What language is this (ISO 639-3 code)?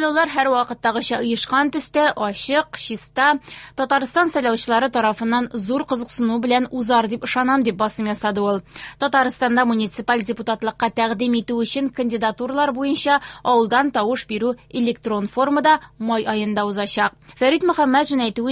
tat